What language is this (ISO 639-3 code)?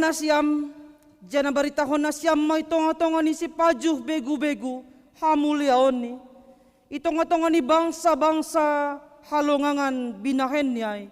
bts